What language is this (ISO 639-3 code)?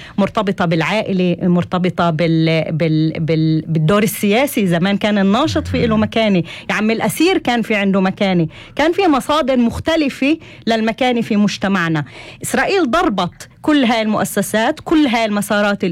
apc